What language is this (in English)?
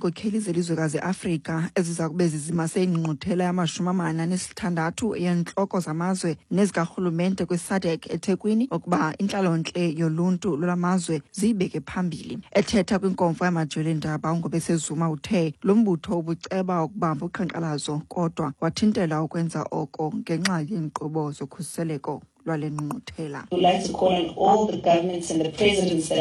Xhosa